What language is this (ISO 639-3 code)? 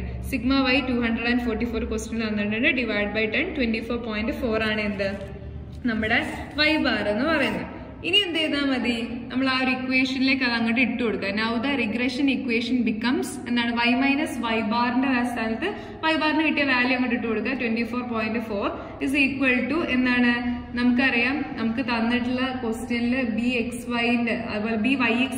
mal